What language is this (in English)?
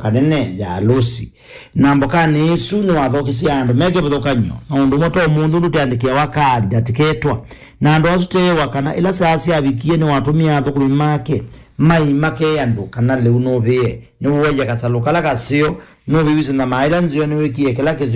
Kamba